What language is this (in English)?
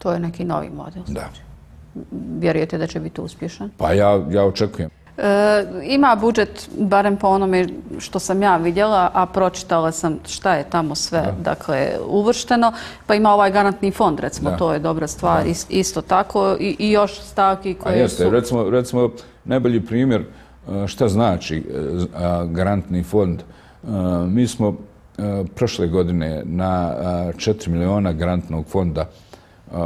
Bosnian